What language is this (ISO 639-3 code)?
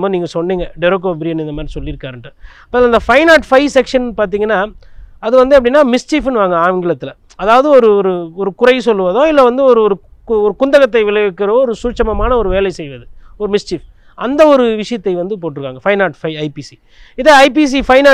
tam